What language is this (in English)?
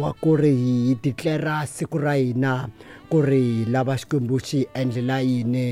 Tsonga